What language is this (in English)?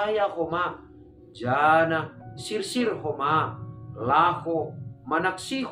Batak Simalungun